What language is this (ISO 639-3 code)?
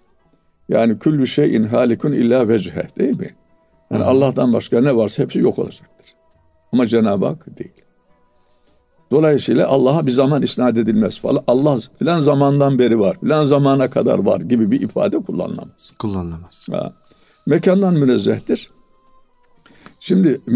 tur